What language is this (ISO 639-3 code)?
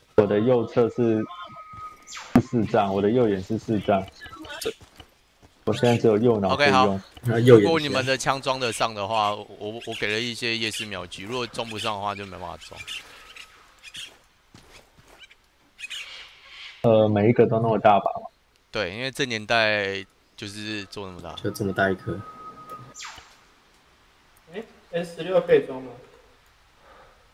zho